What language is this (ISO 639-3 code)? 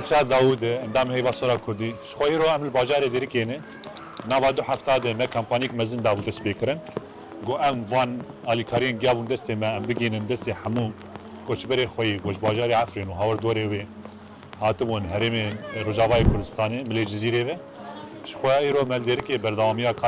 kur